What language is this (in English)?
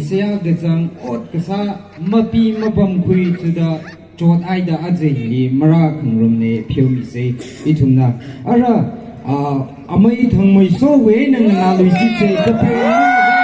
Tangkhul Naga (India)